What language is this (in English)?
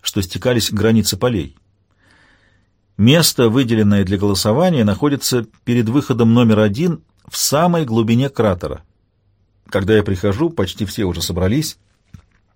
Russian